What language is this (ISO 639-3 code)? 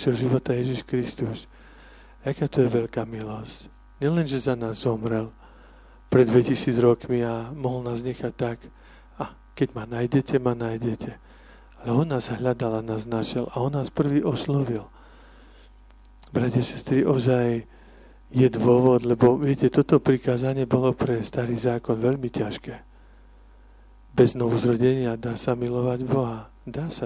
slk